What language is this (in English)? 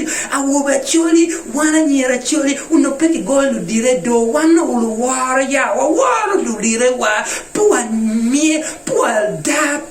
Acoli